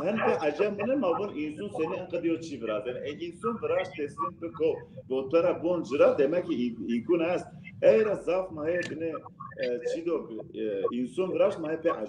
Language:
Zaza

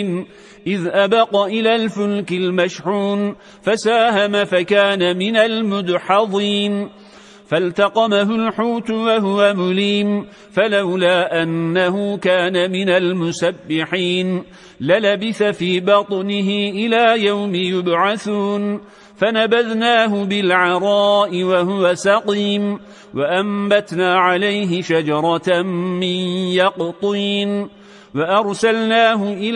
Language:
Arabic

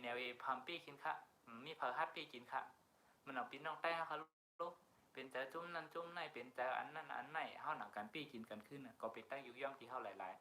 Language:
Shan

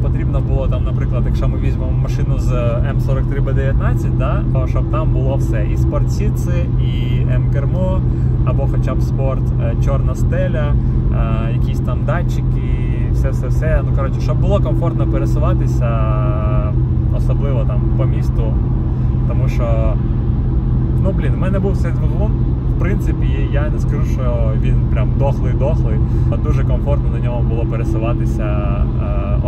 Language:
Ukrainian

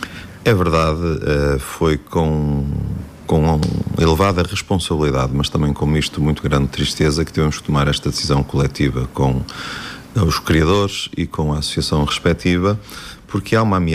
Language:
Portuguese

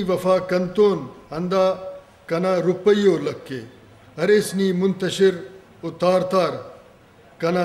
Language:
Brahui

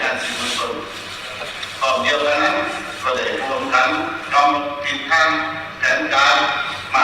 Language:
Lao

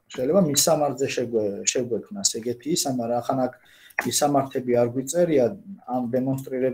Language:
Georgian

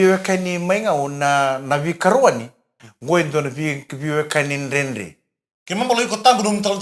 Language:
Fijian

